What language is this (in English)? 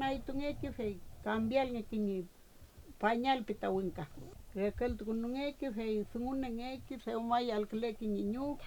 Mapuche